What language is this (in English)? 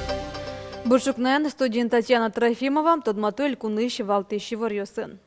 Udmurt